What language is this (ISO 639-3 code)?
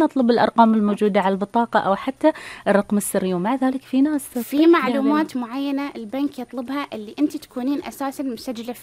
afb